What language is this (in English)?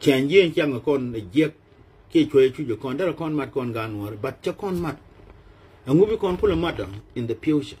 Nuer